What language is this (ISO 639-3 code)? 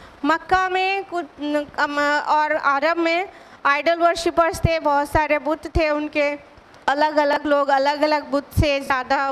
urd